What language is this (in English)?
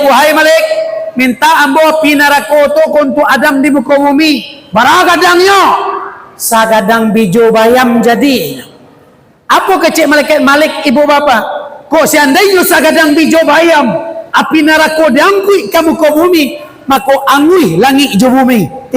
Minangkabau